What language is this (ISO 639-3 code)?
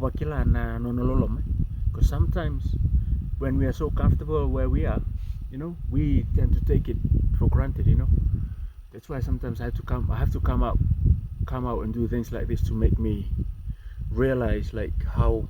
fij